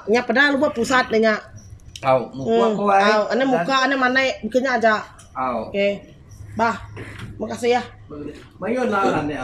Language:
Iban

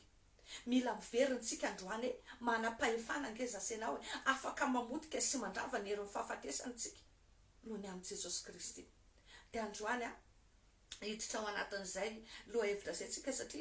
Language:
Malagasy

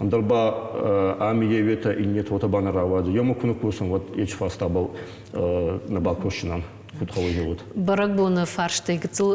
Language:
Ossetic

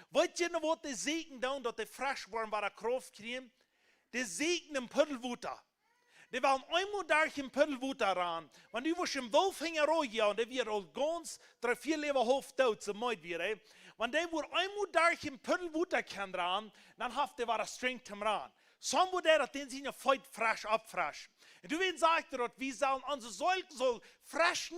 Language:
Plautdietsch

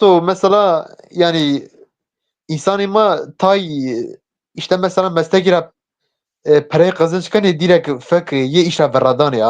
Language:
Zaza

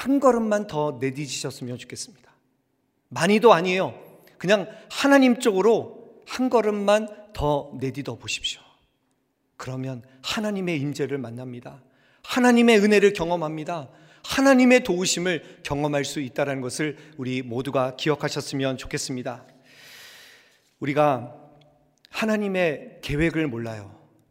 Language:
Korean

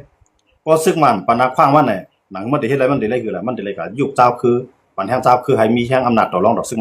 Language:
Shan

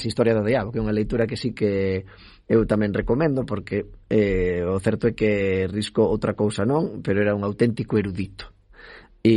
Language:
Galician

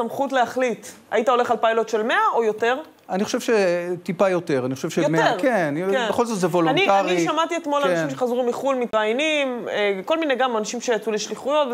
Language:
Hebrew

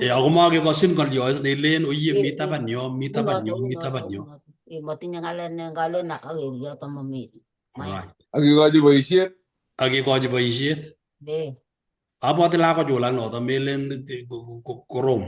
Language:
Kalenjin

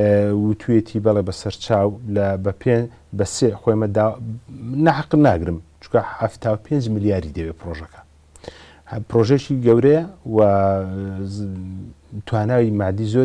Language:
Central Kurdish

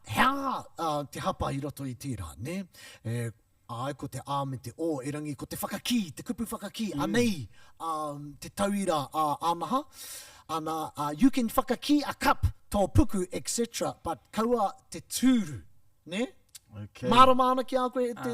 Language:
Māori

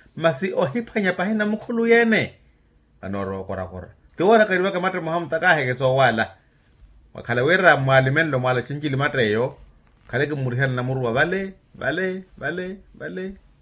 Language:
Makhuwa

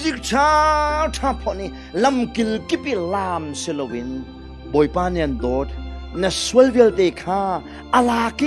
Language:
Hakha Chin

